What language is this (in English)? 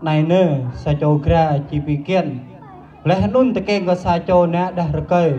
Jarai